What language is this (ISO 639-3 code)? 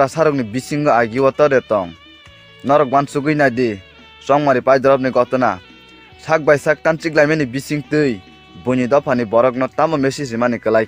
trp